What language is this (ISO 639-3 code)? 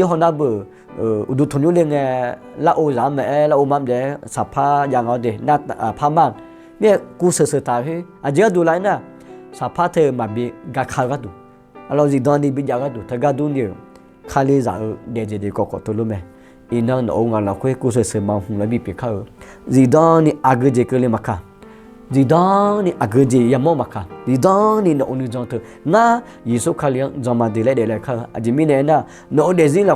ahk